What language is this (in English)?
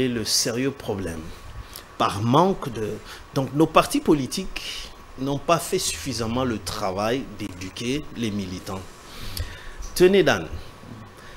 French